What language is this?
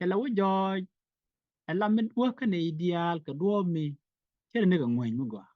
Nuer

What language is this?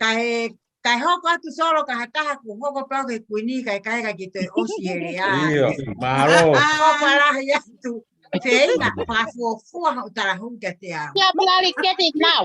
Tongan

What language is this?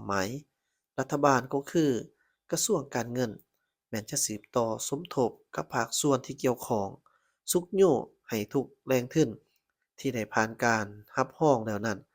Lao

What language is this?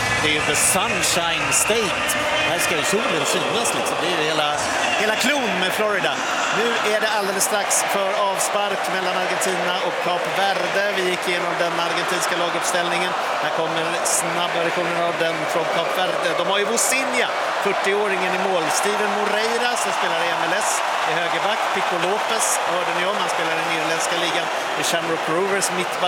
Swedish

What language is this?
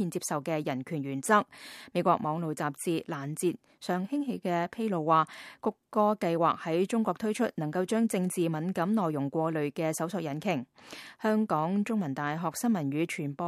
Cantonese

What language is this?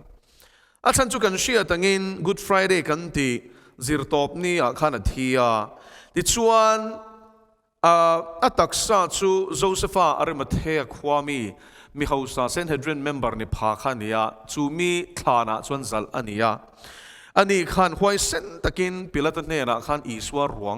Mizo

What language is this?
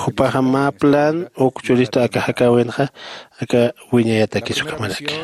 Aymara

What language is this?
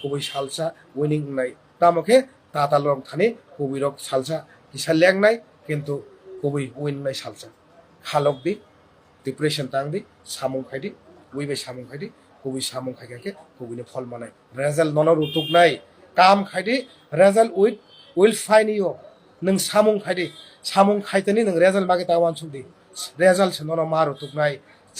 Kok Borok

